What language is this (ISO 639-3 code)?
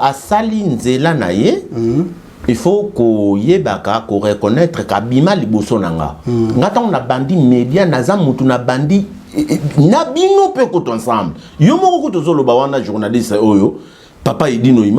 lin